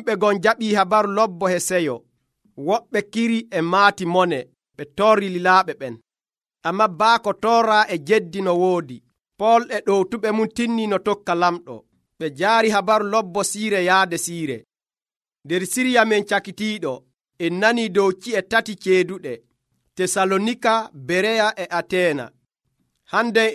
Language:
Nigerian Fulfulde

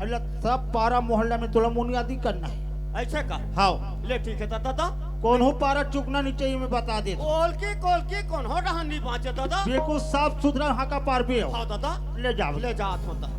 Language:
Chhattisgarhi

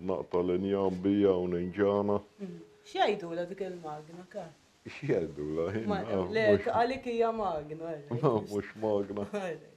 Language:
Maltese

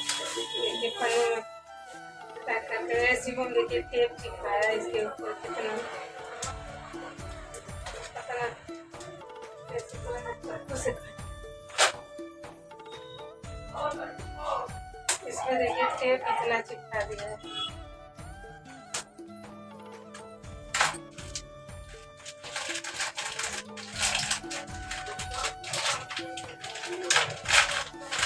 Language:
Hindi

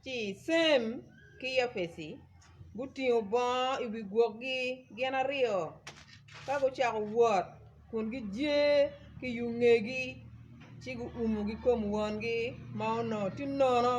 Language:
Acoli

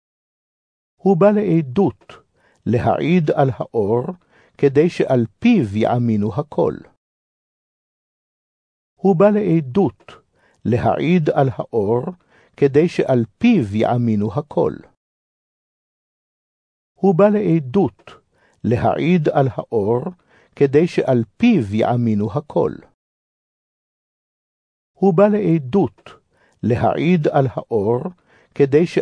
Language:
Hebrew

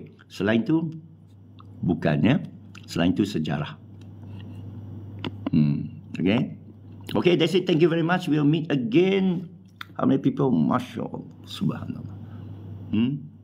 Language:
Malay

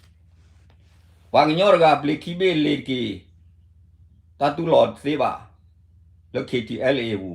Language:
S'gaw Karen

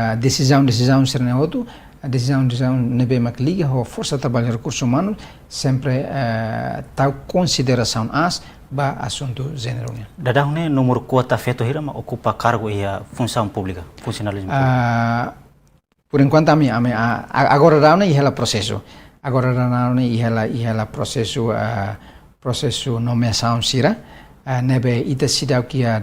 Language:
Tetum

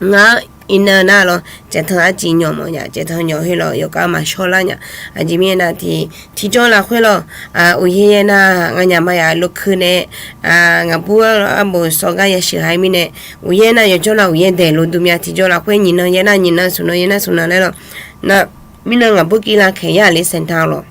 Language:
Akha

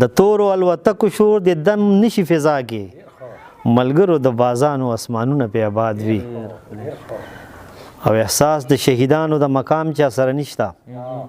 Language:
Pashto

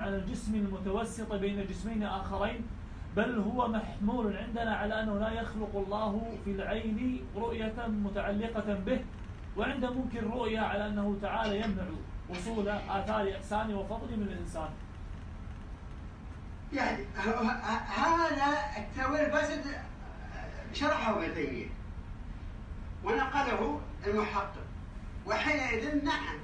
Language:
Arabic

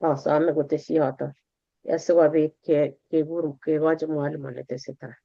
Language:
Kalenjin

